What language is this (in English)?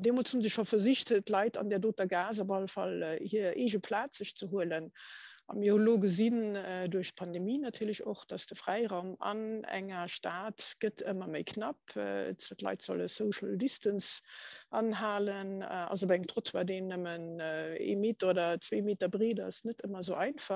Luxembourgish